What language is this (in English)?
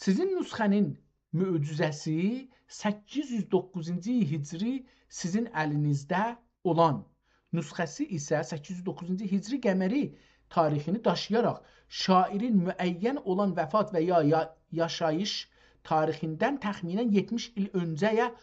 South Azerbaijani